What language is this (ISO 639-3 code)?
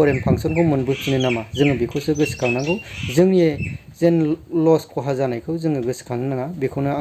brx